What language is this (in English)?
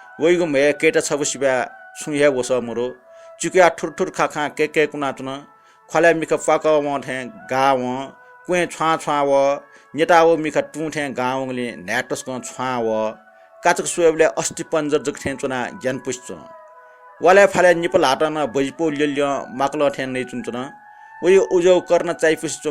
Newari